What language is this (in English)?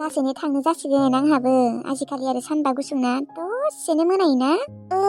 Bodo